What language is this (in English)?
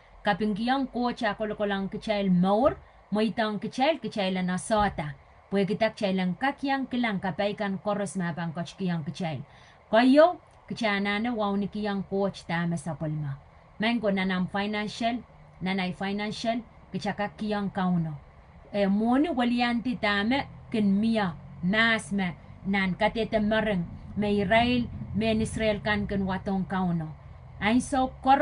Pohnpeian